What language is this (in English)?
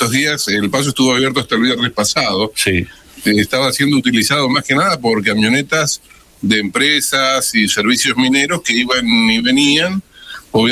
Spanish